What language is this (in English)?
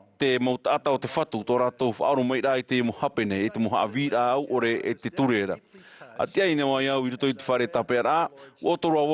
Tahitian